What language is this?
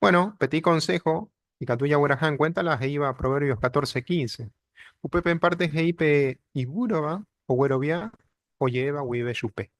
Guarani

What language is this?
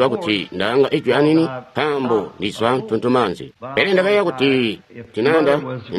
Tonga (Zambia)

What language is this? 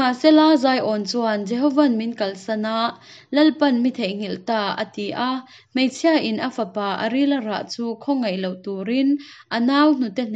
Hakha Chin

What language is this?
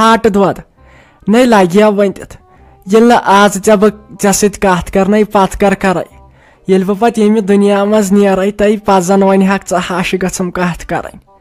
Kashmiri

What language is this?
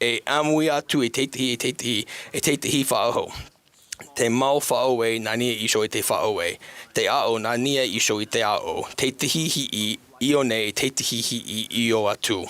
Tahitian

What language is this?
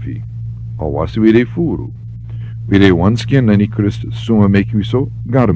Sranan Tongo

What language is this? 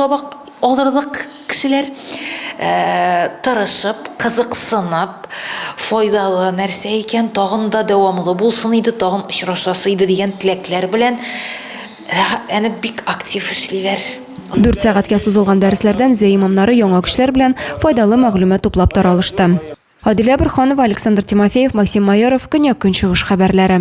Tatar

